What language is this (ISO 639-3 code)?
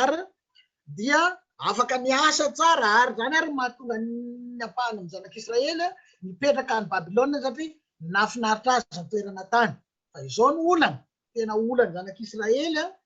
mlg